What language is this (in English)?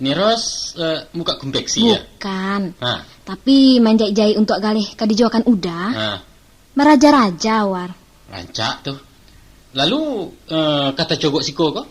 Minangkabau